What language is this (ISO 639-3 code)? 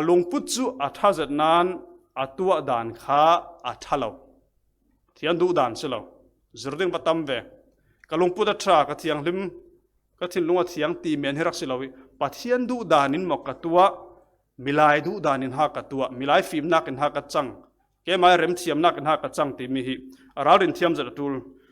cfm